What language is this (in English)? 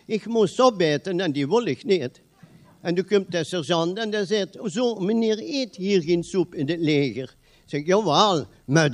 Limburgish